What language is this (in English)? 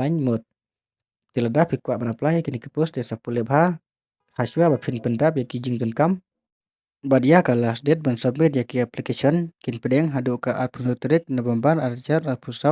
Khasi